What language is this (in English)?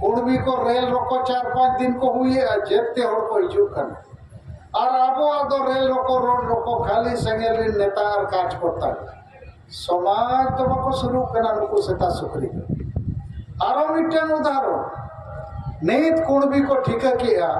Santali